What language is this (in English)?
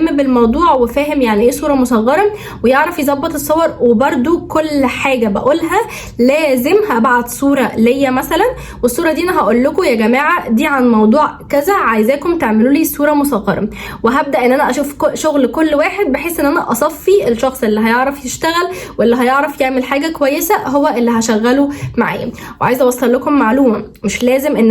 Egyptian Arabic